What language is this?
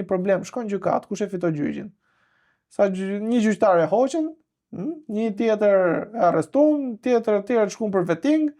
Albanian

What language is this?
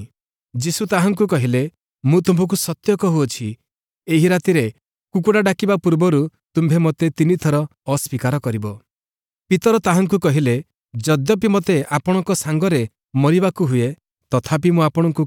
Odia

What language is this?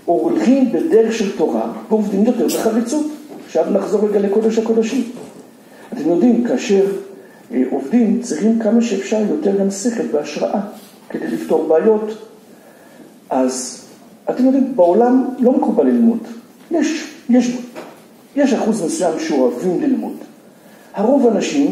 Hebrew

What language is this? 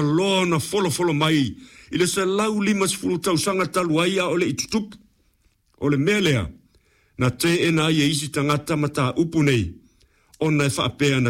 Samoan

